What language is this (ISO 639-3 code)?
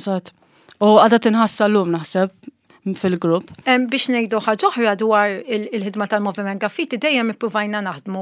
mlt